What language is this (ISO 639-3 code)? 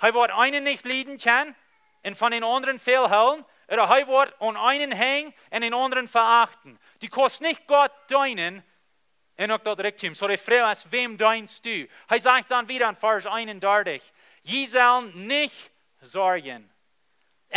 pdt